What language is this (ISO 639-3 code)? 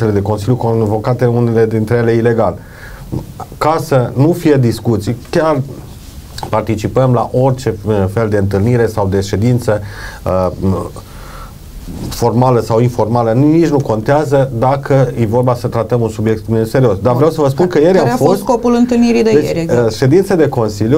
ron